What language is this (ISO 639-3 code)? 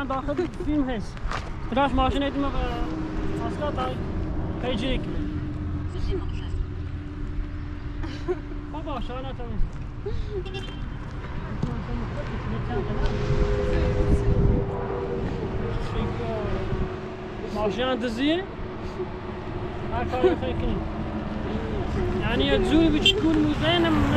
fas